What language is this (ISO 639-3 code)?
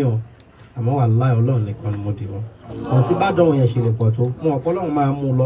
yor